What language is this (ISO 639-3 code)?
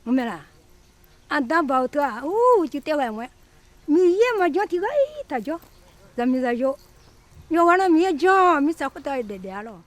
ahk